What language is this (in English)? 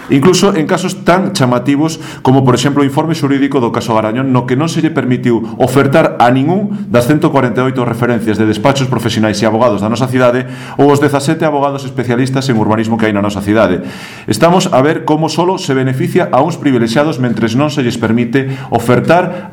Galician